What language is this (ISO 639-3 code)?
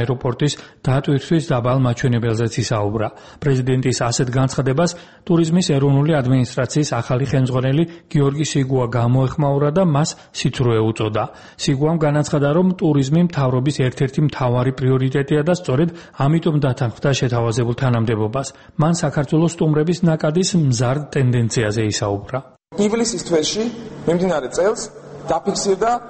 kat